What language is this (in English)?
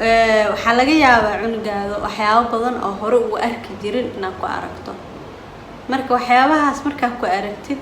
Somali